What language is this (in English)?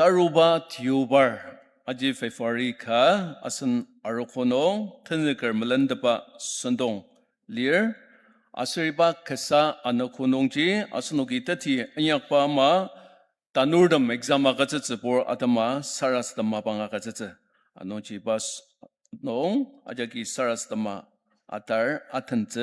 Ao Naga